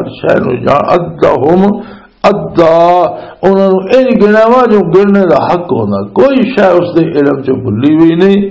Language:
Western Panjabi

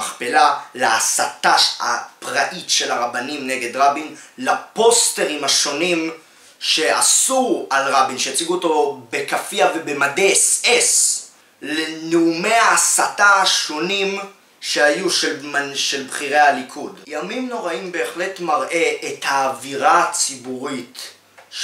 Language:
Hebrew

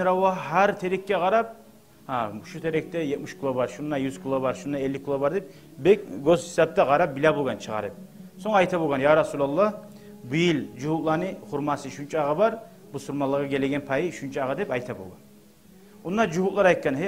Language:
Kumyk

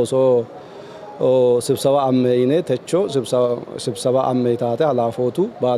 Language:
Sidamo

